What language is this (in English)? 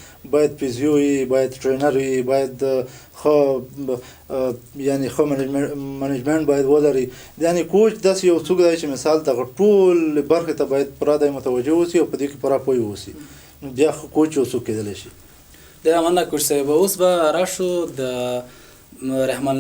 Pashto